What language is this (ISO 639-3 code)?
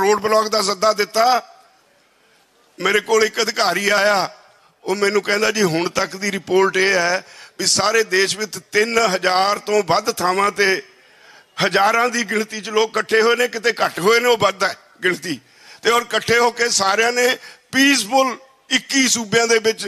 pan